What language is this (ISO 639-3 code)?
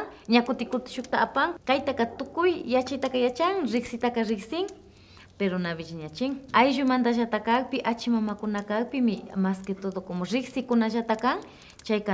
qvi